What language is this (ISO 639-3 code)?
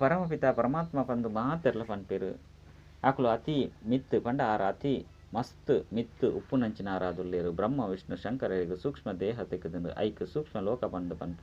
tcy